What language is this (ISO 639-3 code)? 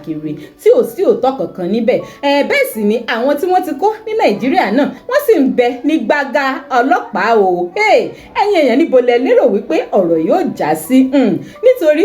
yor